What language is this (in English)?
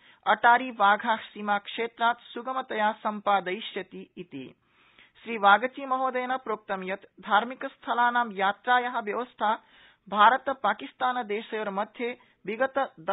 Sanskrit